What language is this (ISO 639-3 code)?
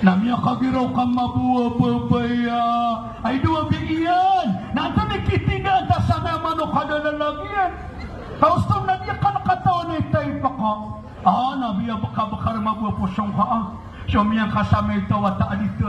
mrw